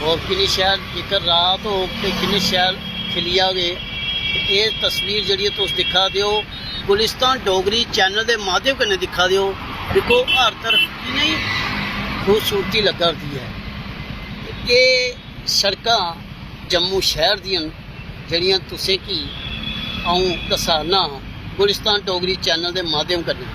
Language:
Dogri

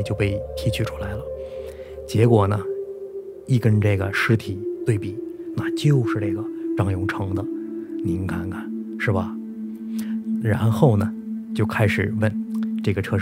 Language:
Chinese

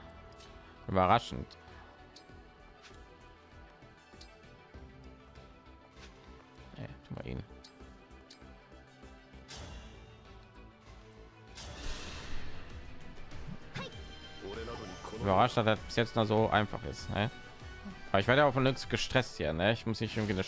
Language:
German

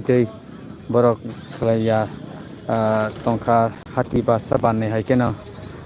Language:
Kok Borok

